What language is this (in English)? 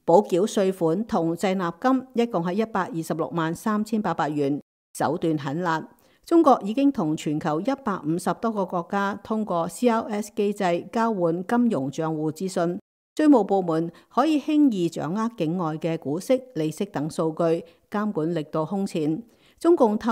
Cantonese